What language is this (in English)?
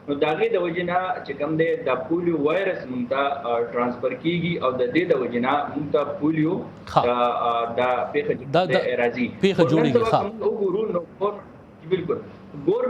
Pashto